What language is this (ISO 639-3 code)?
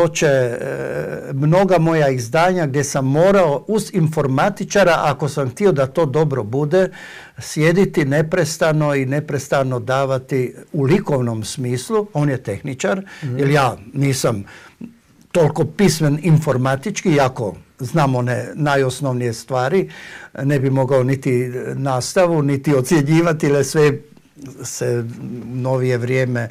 hrv